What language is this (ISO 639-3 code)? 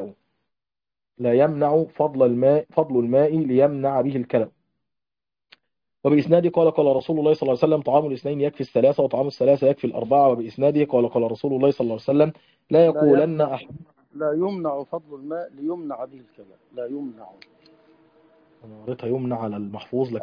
ara